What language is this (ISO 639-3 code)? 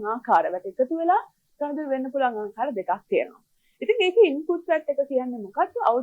sin